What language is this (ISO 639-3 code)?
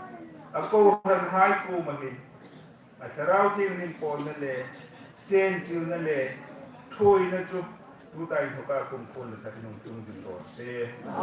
hmr